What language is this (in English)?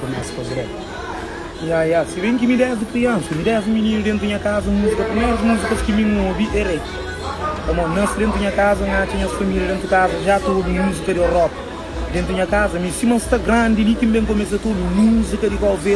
Kabuverdianu